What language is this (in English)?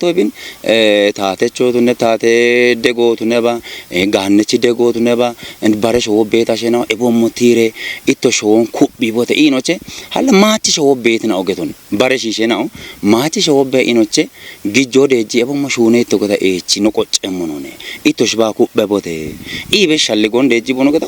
Kafa